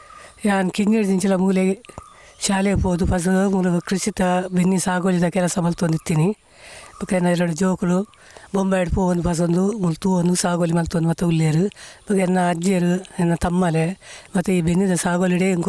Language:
Tulu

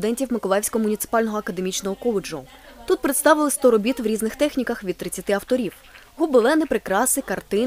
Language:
Ukrainian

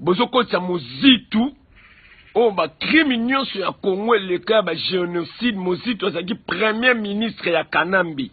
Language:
Lingala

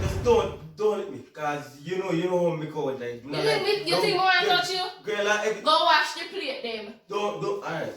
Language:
Jamaican Creole English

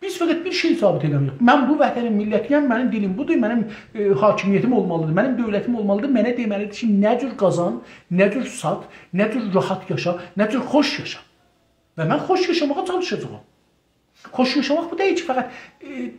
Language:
South Azerbaijani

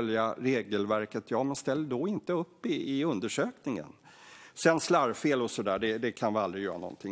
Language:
Swedish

